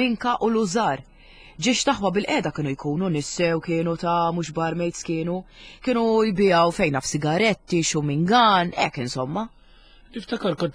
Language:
Maltese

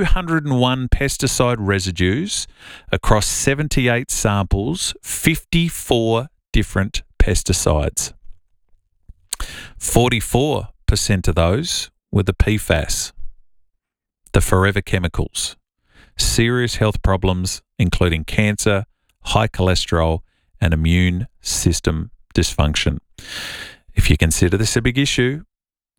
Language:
English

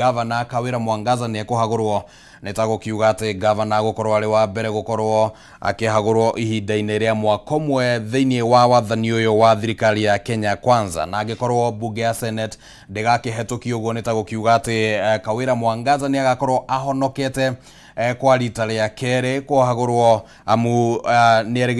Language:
Kikuyu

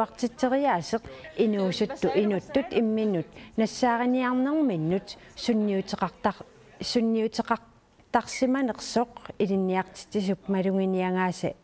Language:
Kalaallisut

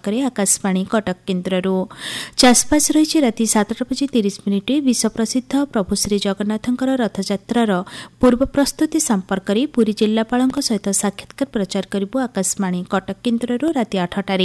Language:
Odia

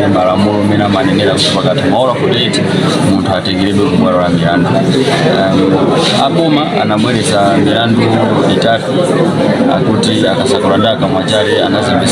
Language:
Nyanja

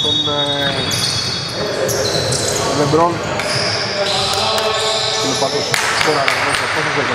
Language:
Greek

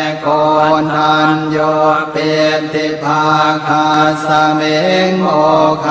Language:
Pali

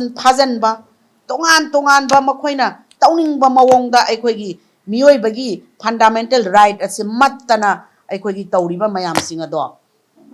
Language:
Manipuri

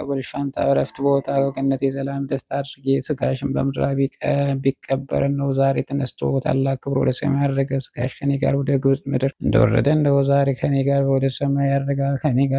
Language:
Amharic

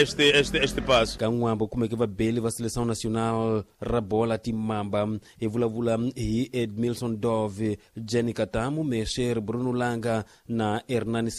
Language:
Tsonga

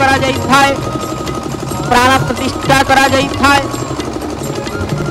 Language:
Odia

